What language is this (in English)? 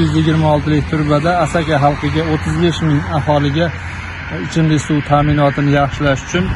Uzbek